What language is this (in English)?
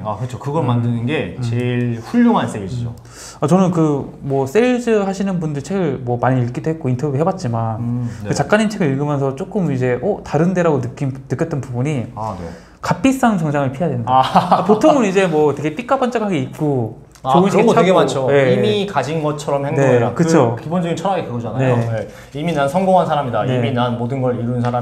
Korean